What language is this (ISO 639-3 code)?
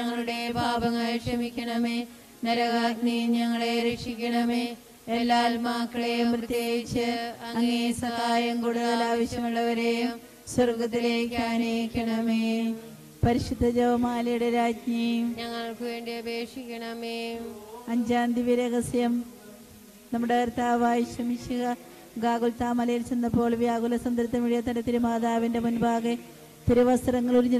mal